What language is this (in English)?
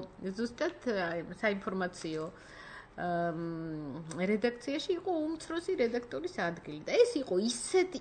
Georgian